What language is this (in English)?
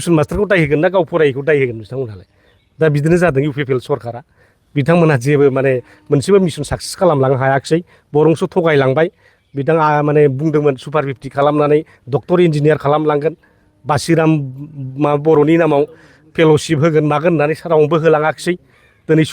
Bodo